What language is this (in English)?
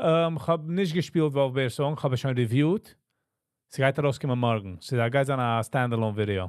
Yiddish